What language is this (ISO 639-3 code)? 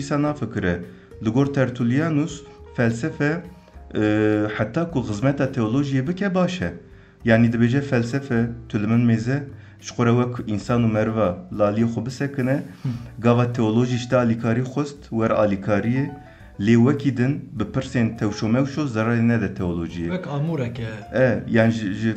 kur